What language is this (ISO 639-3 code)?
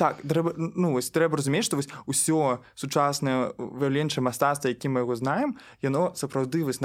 bel